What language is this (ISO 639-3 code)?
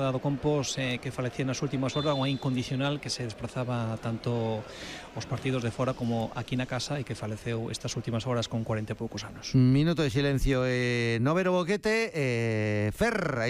glg